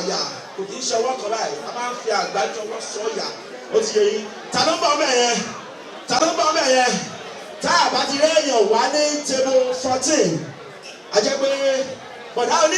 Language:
Yoruba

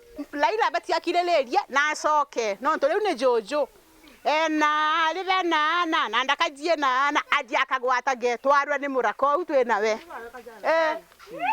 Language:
Meru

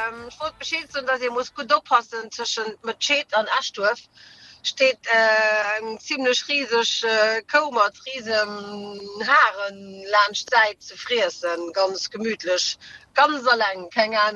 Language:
Luxembourgish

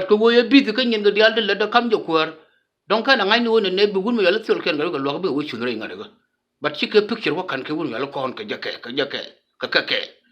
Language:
Nuer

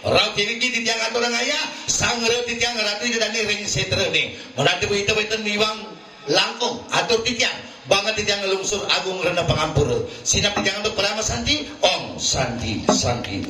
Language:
Balinese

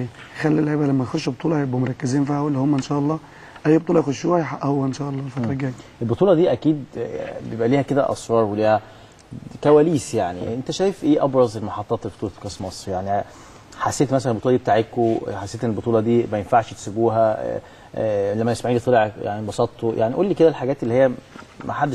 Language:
Egyptian Arabic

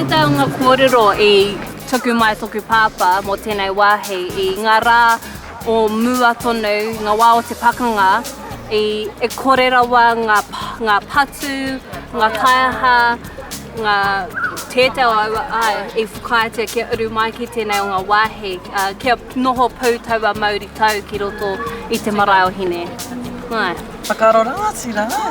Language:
Māori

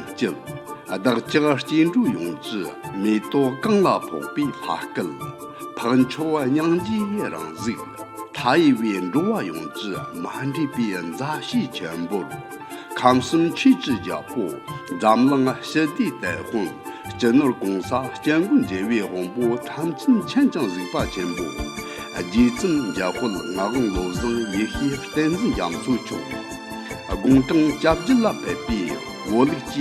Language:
Tibetan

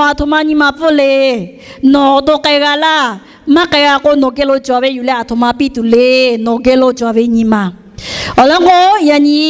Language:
Lahu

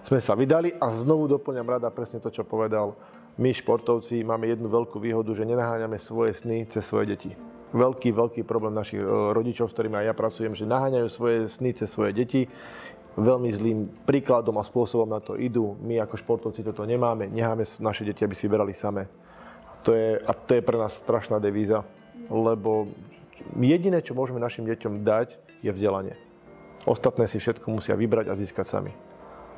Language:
Slovak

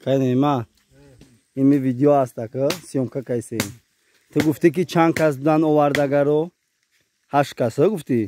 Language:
Tajik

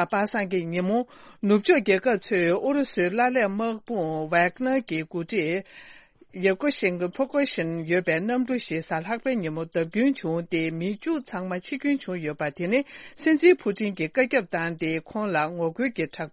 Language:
Tibetan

